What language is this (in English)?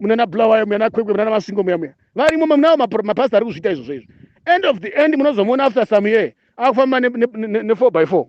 Shona